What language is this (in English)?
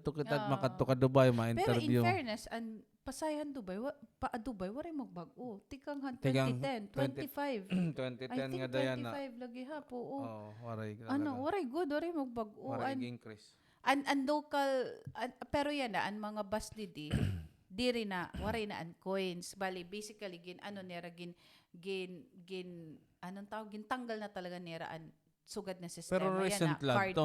Waray